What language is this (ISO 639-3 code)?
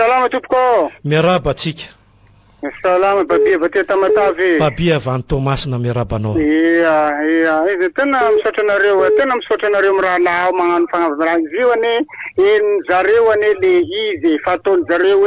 mlg